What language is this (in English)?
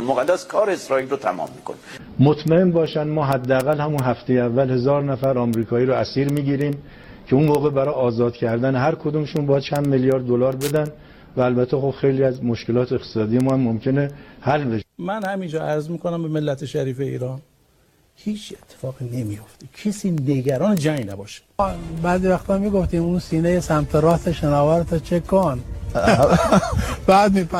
Persian